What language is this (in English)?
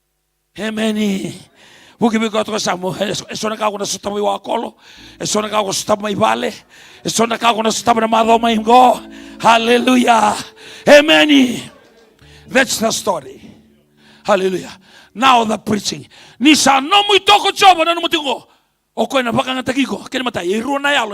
Fijian